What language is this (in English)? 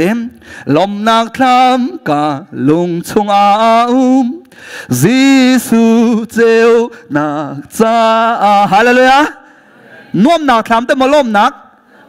Hakha Chin